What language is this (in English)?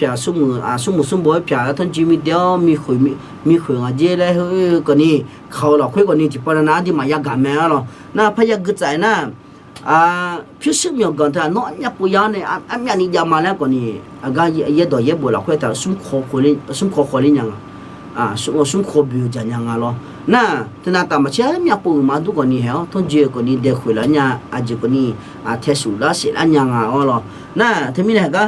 Akha